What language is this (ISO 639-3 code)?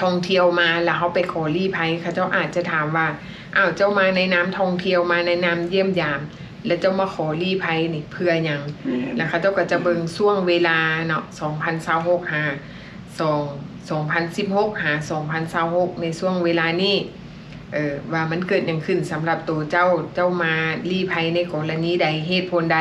lao